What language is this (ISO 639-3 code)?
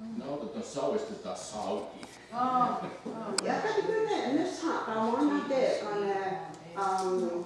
moh